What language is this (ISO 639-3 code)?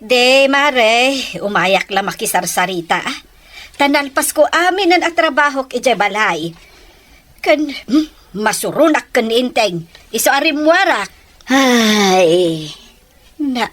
ilo